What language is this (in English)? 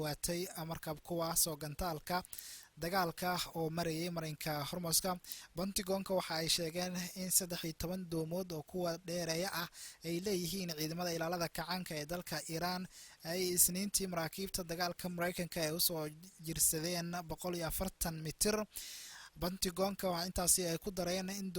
Somali